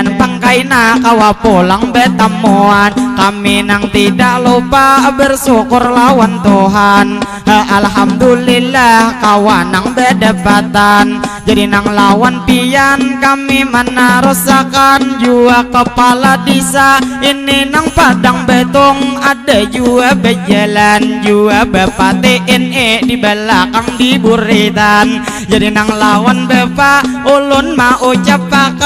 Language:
Banjar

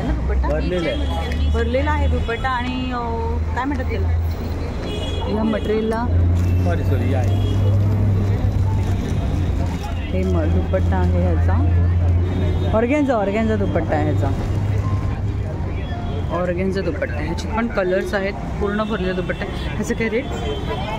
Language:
Marathi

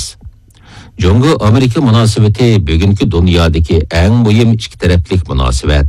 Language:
Uyghur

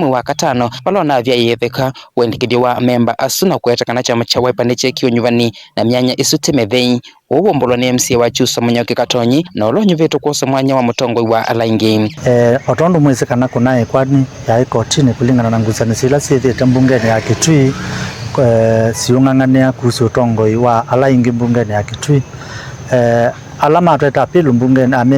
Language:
Kamba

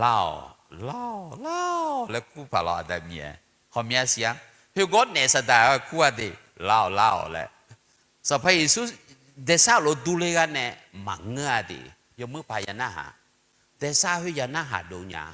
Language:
Akha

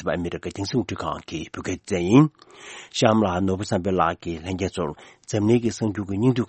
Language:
Tibetan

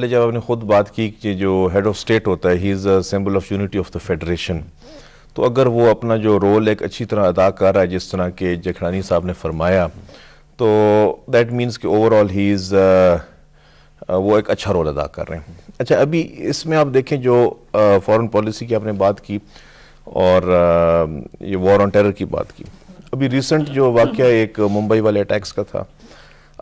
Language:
Urdu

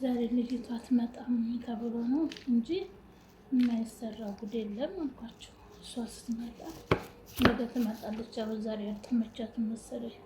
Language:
Amharic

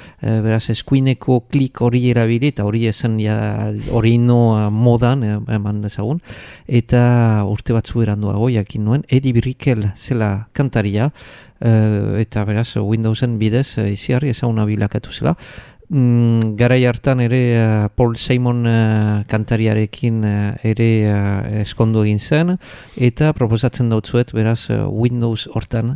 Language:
Basque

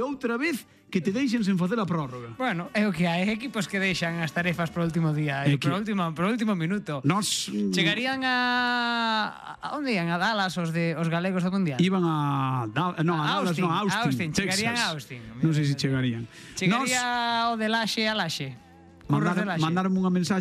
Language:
Galician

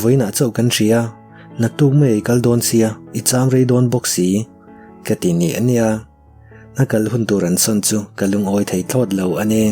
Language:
Mizo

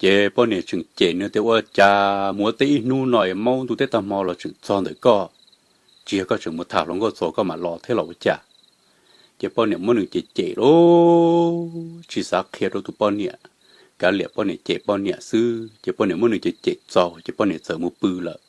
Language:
Hmong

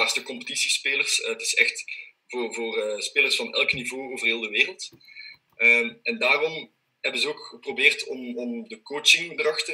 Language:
Dutch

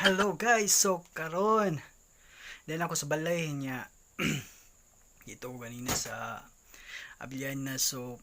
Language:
Cebuano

